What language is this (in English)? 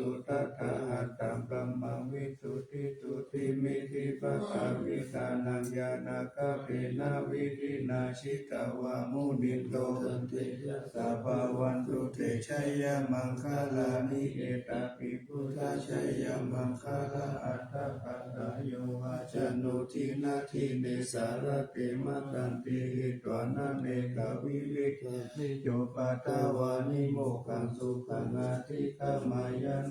Pali